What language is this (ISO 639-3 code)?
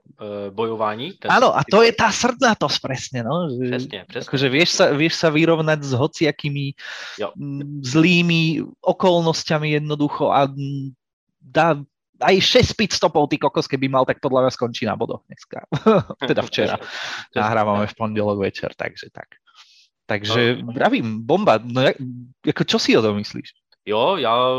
ces